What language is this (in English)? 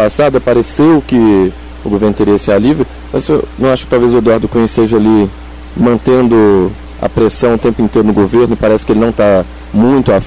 Portuguese